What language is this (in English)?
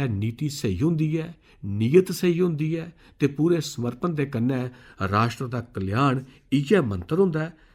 Dogri